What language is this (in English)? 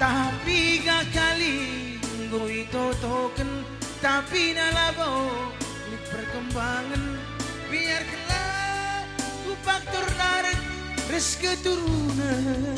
Batak Karo